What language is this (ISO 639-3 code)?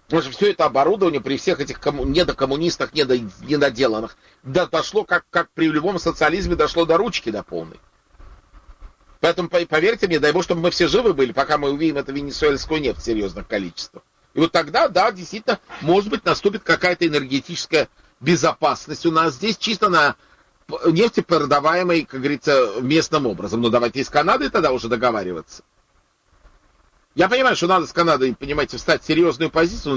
rus